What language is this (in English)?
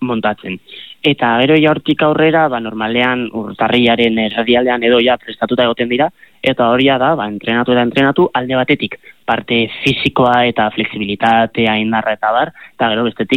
Basque